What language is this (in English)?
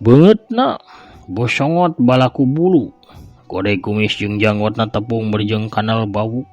Sundanese